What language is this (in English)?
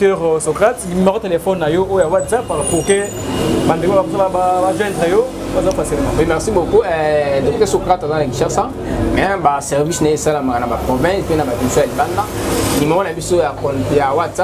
Lingala